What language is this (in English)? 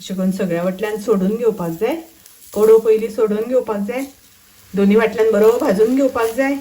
Konkani